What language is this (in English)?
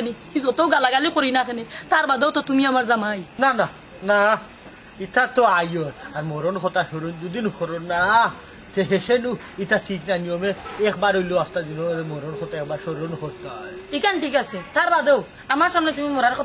Sylheti